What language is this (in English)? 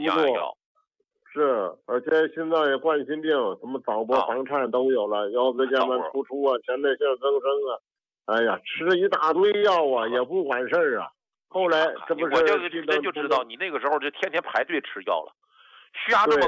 Chinese